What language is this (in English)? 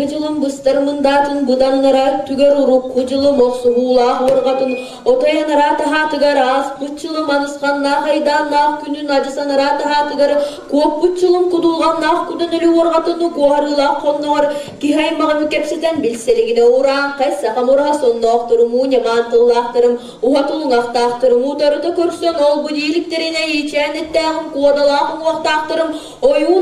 Yakut